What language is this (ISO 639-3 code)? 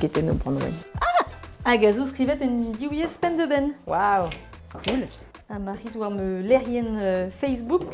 bre